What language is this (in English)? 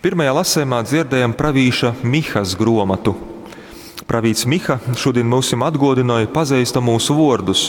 Latgalian